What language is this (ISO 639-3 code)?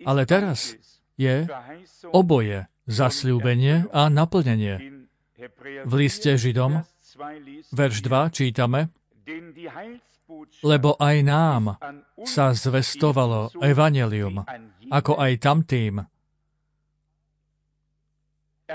slk